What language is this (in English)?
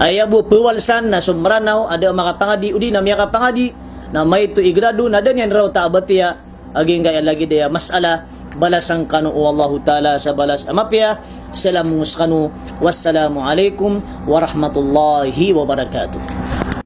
Maranao